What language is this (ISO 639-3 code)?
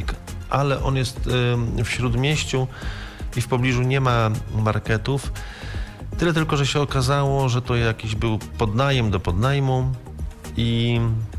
pol